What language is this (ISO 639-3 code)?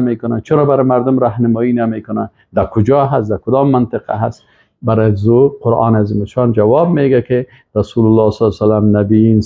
fas